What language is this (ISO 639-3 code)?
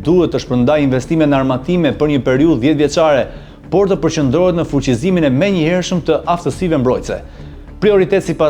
sqi